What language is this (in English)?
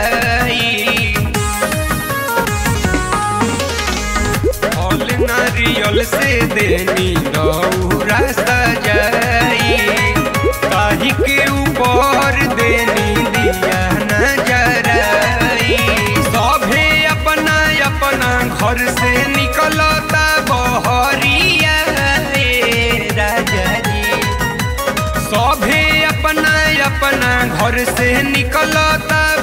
Bhojpuri